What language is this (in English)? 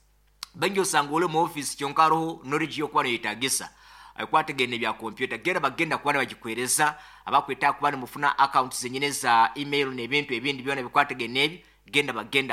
Nyoro